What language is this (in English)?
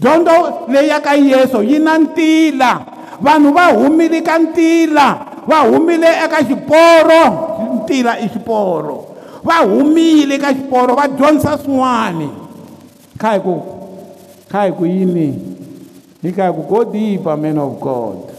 Tsonga